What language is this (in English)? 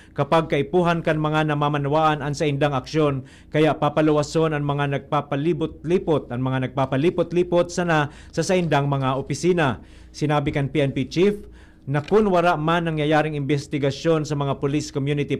Bikol